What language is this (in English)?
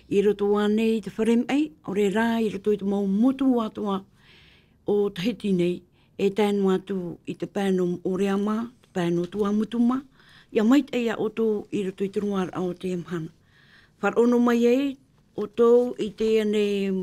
Tahitian